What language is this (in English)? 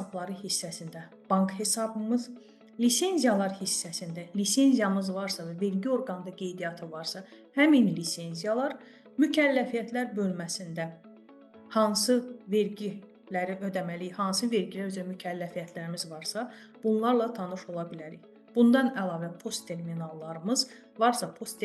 Azerbaijani